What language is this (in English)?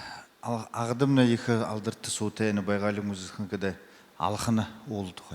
Buriat